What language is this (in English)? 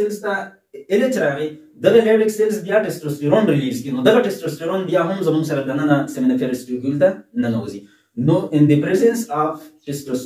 Pashto